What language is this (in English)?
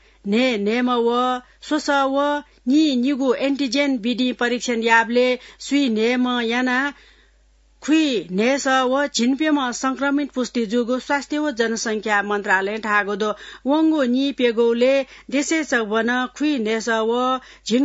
Newari